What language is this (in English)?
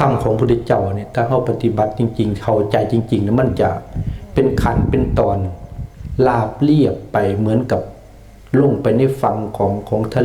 Lao